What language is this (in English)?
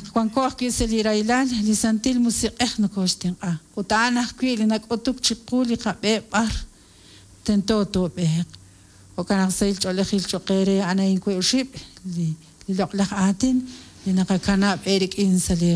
Kekchí